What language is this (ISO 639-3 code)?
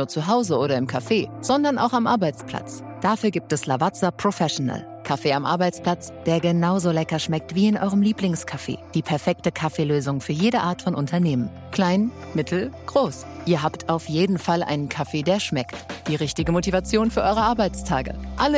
deu